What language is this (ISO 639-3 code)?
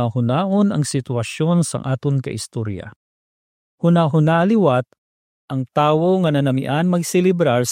hil